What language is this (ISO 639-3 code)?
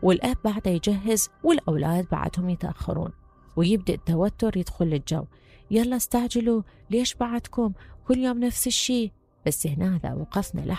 acm